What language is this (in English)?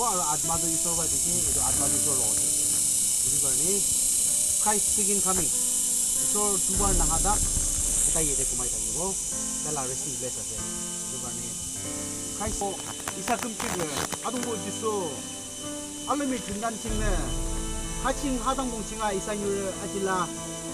Naga Pidgin